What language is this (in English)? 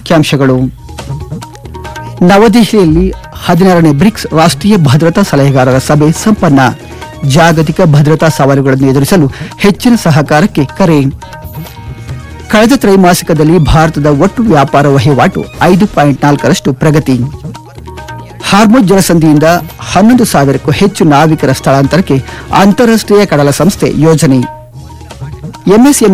Kannada